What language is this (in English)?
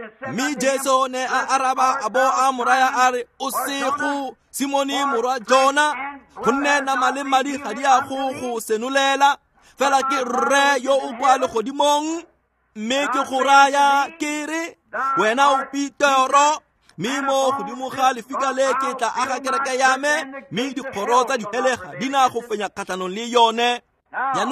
Tswana